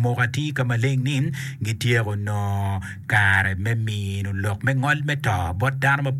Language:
Acoli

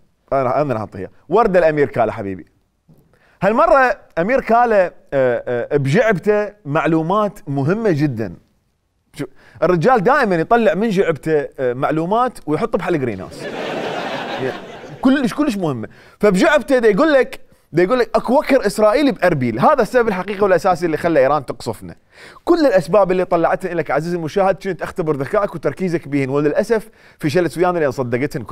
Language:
Mesopotamian Arabic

